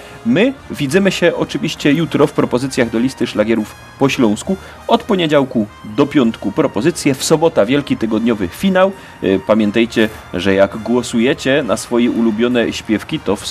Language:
Silesian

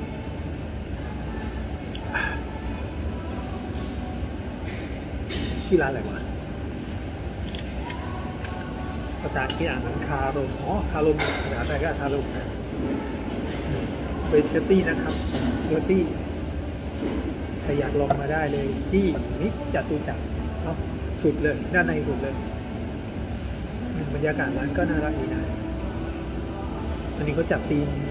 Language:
Thai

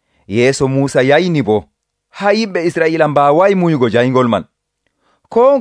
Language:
Nigerian Fulfulde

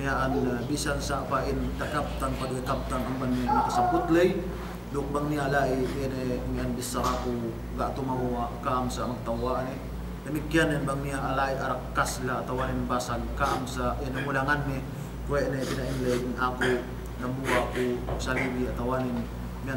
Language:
Yakan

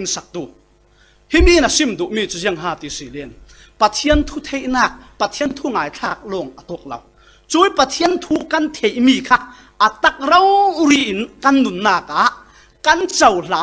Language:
Falam Chin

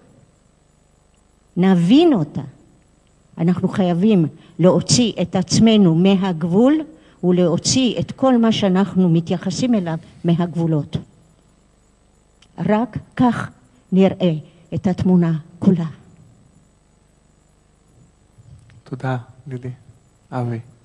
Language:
Hebrew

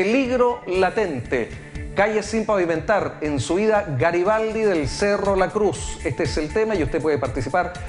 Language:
Spanish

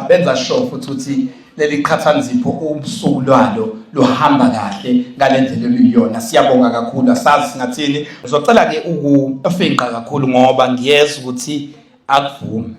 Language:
Zulu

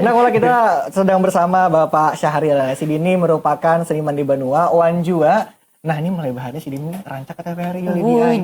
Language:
Banjar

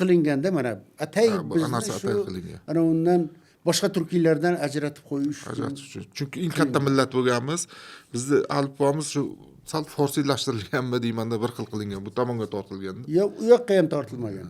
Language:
Uzbek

